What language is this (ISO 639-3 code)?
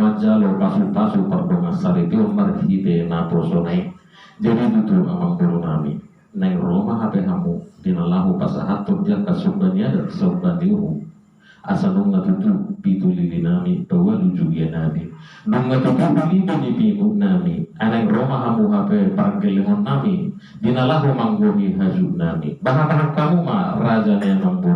bbc